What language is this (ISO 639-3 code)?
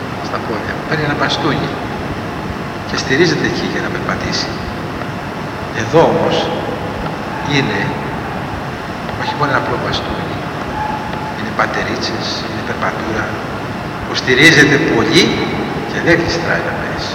ell